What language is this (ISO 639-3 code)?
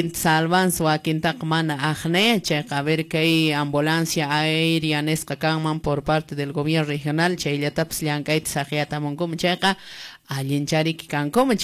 que